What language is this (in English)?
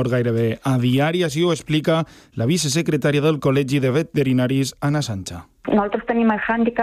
Catalan